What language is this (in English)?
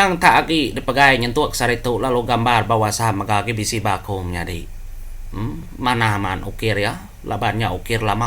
Iban